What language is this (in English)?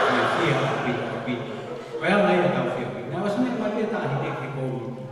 Tongan